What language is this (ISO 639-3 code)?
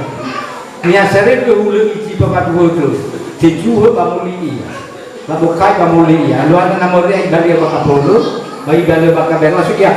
nia